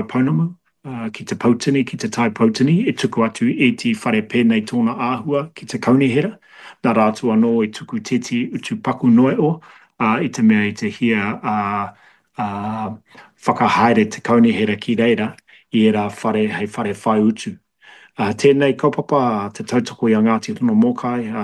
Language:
Māori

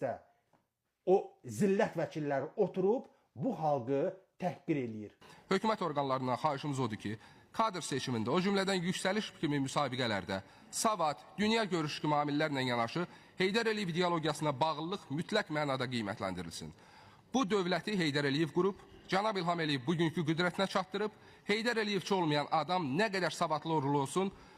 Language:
Azerbaijani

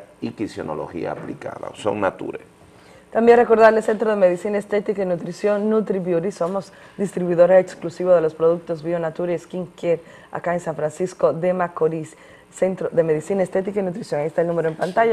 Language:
Spanish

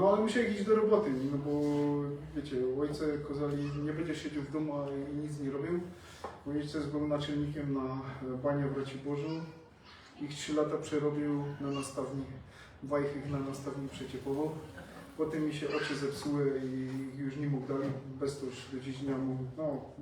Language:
Silesian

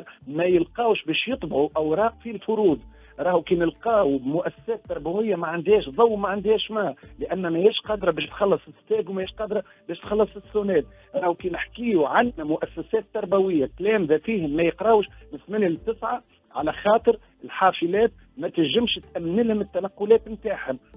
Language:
Tunisian Arabic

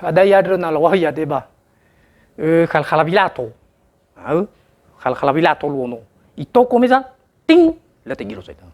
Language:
Nias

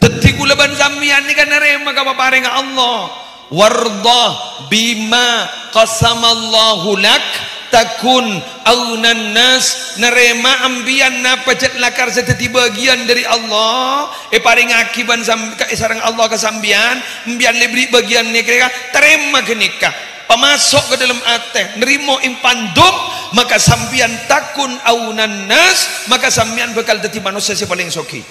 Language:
Madurese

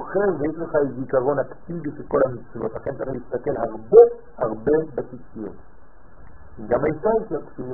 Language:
Hebrew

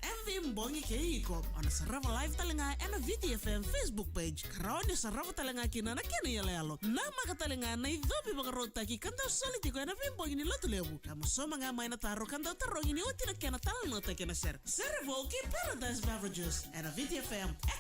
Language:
Fijian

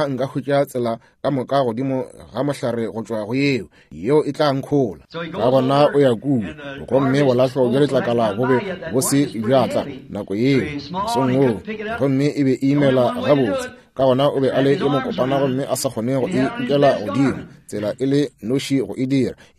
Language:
Northern Sotho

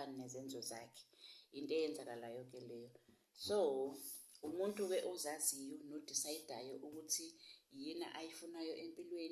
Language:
Zulu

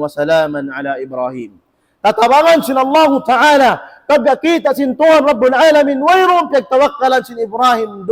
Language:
Tausug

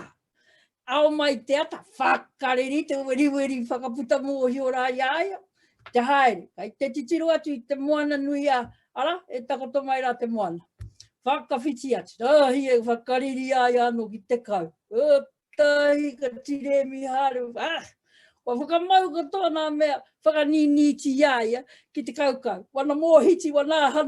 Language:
Māori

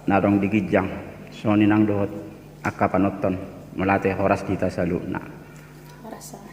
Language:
Batak Toba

